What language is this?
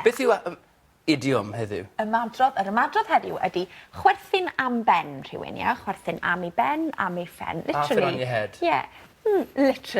Welsh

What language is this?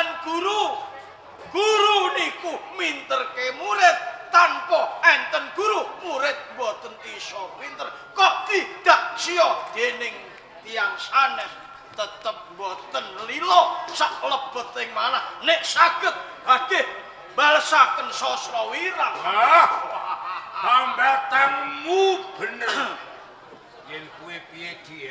Javanese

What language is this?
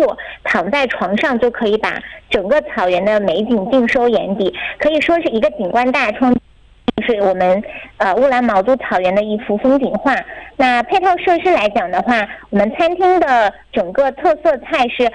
Chinese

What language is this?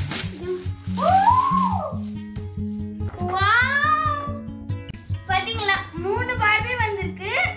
Tamil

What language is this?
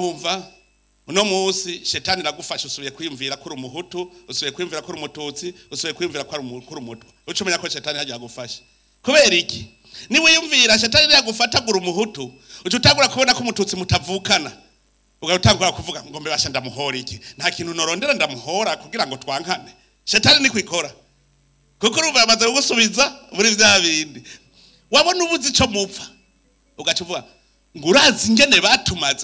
Rundi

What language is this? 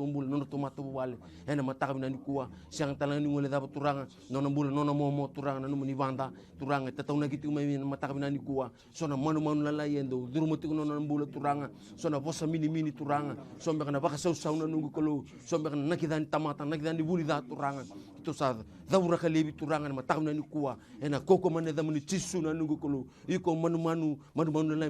Fijian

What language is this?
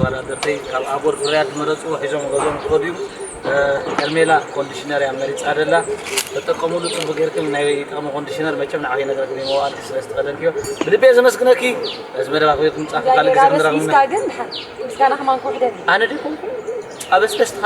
Tigrinya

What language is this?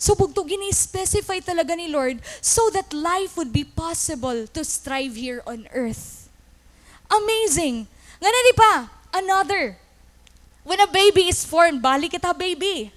Waray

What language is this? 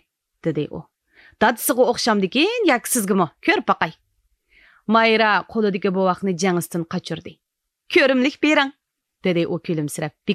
Uyghur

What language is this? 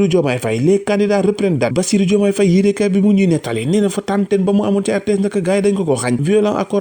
Wolof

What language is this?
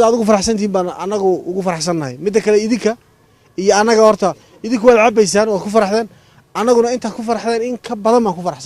Somali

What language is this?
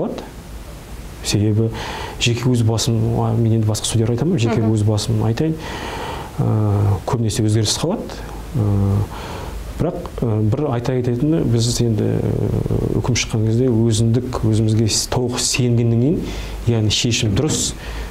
Kazakh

